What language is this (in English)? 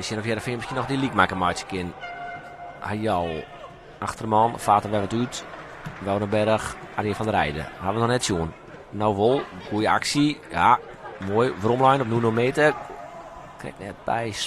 Western Frisian